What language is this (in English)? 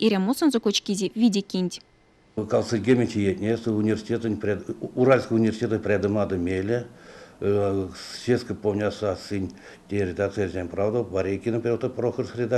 Erzya